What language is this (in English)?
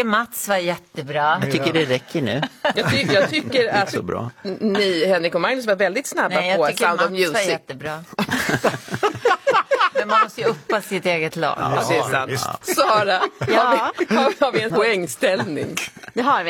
Swedish